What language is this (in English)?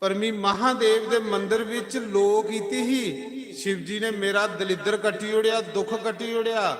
Dogri